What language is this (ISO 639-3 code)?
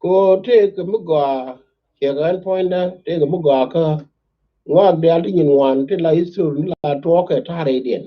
nus